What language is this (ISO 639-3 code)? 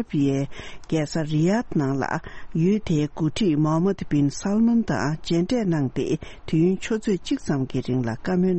bod